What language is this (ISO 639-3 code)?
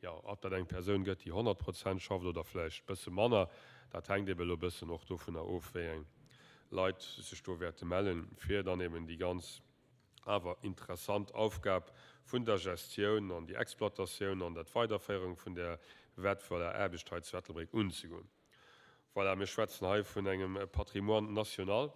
ltz